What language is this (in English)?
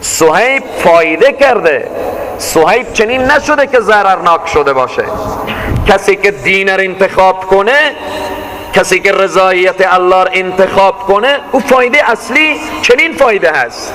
Persian